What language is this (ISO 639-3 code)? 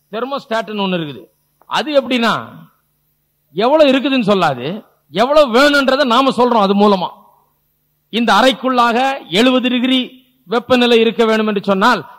tam